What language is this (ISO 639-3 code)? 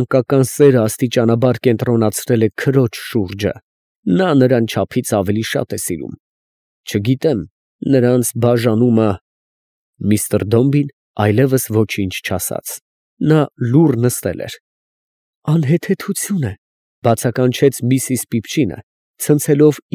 hye